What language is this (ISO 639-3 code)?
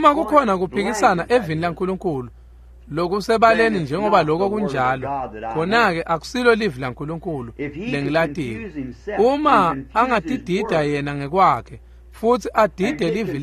ssw